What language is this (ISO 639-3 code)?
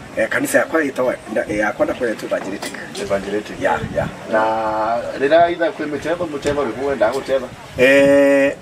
mer